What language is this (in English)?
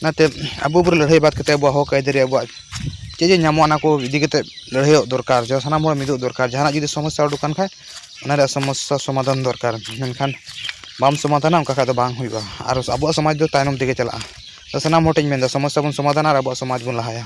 Santali